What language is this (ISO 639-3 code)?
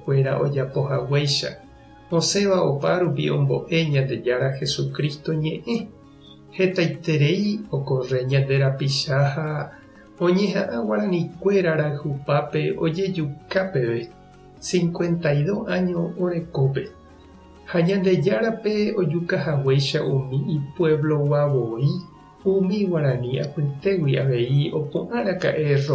grn